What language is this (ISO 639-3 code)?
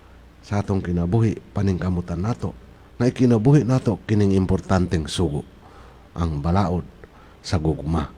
ceb